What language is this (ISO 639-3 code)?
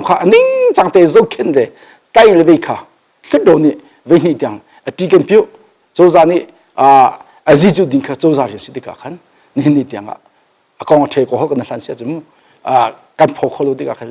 cnh